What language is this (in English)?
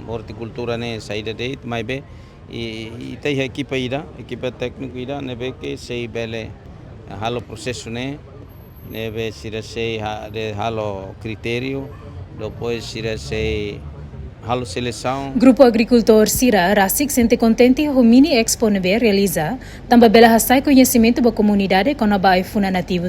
Tetum